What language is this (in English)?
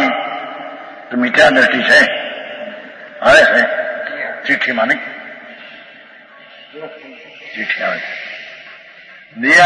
Gujarati